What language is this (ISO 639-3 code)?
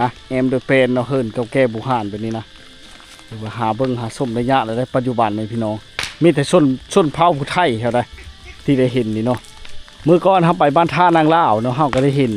lao